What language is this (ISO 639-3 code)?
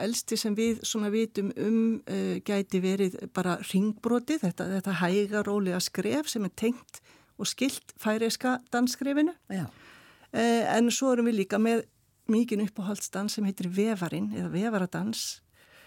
isl